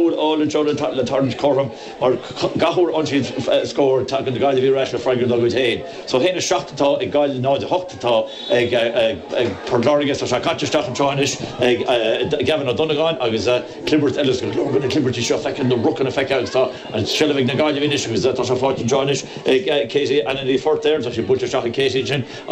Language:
Irish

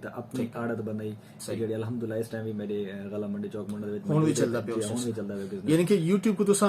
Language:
Saraiki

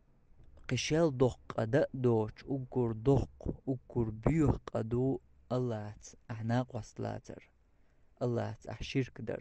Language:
Chechen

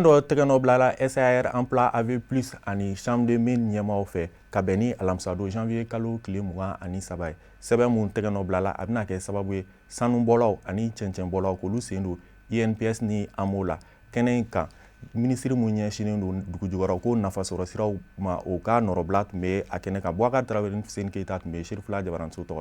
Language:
Bambara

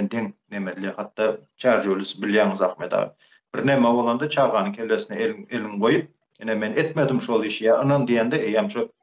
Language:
Turkmen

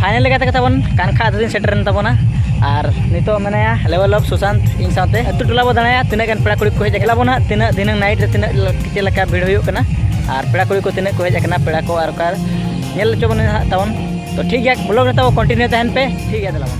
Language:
Santali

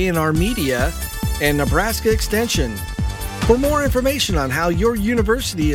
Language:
English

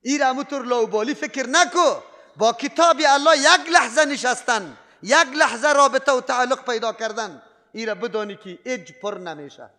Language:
Persian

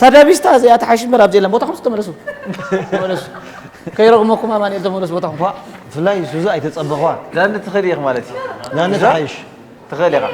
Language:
Tigrinya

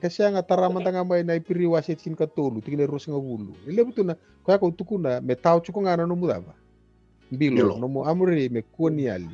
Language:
Fijian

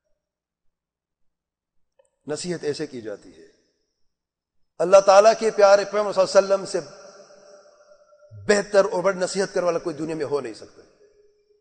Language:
Urdu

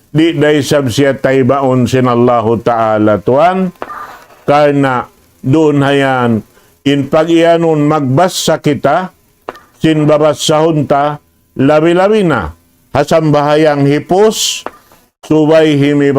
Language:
Tausug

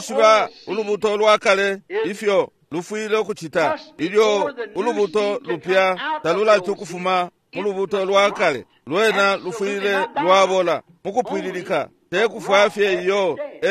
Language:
Bemba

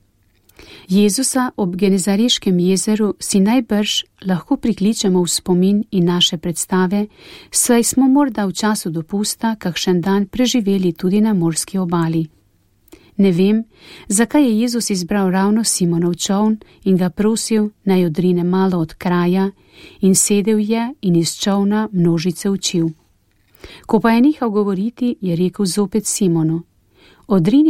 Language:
Slovenian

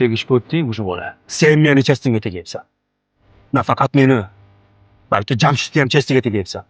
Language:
Uzbek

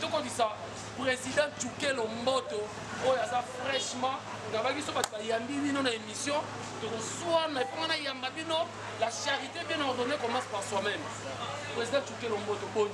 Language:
Lingala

